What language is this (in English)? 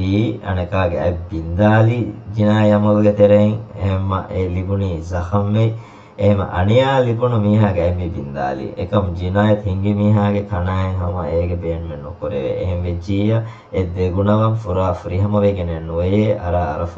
Divehi